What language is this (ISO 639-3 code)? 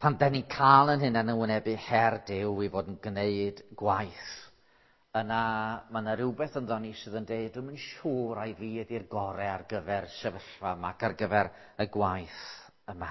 cym